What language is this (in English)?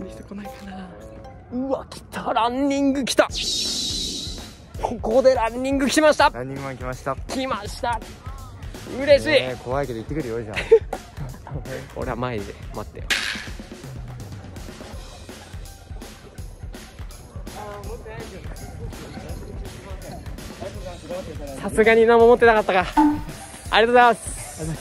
Japanese